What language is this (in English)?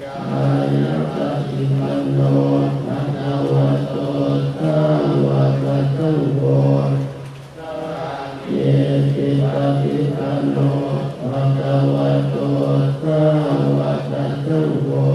Pali